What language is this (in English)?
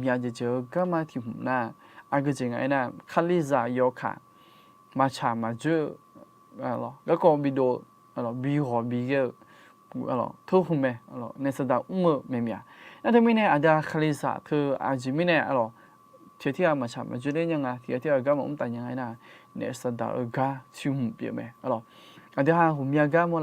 Akha